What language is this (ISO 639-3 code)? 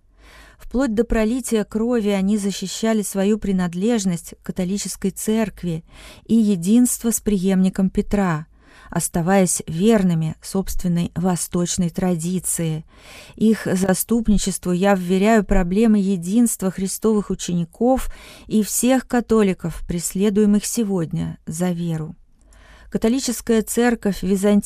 rus